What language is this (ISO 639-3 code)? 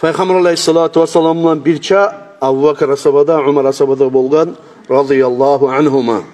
kum